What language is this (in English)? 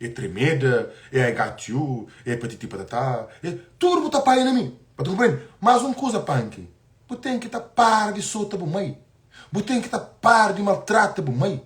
Kabuverdianu